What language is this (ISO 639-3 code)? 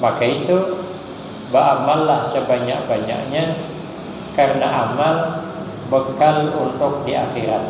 bjn